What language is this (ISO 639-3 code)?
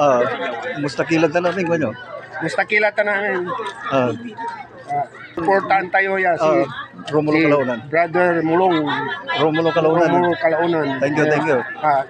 pag